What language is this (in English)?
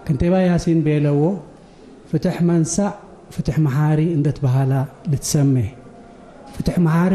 Tigre